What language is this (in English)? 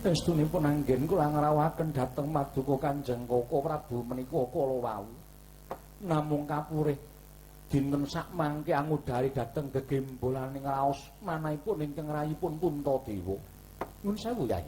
Javanese